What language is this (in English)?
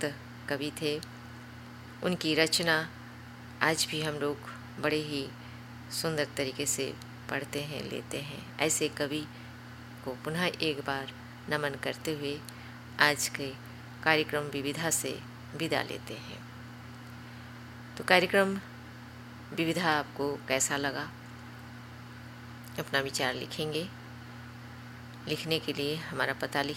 Hindi